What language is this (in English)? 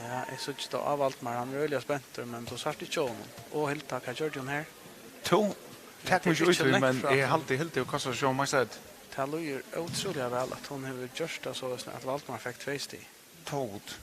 Faroese